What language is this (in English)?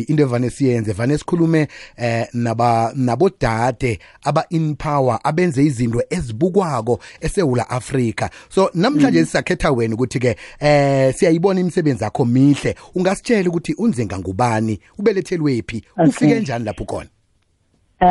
South Ndebele